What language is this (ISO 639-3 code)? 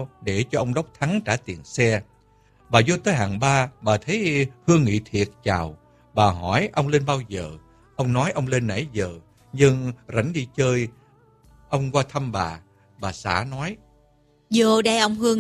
vie